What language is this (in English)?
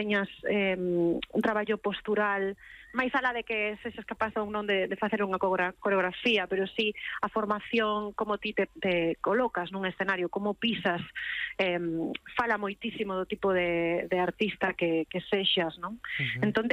Galician